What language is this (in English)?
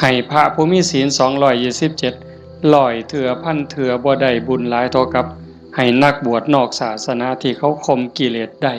Northeastern Thai